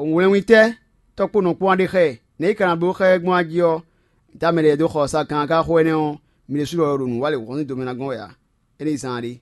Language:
Fon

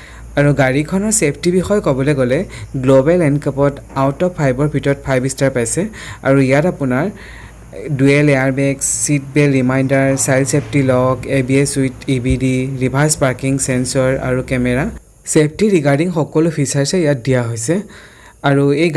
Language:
Assamese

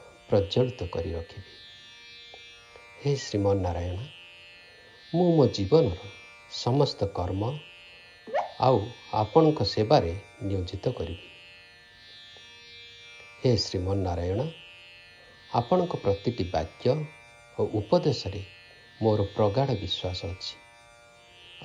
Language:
Odia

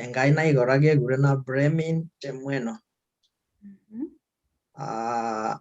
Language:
Kalenjin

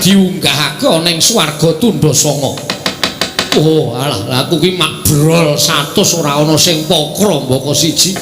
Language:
Javanese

